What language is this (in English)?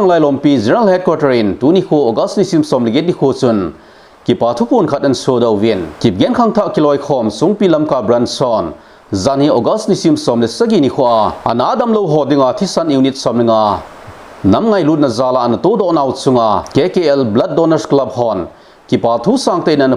Thado Chin